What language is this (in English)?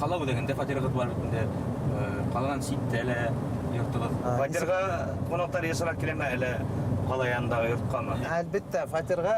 Bashkir